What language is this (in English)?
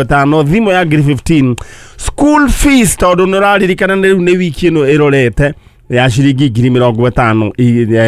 Kikuyu